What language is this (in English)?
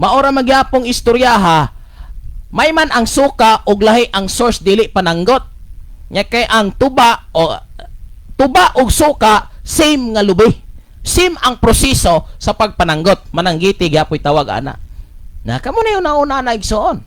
Cebuano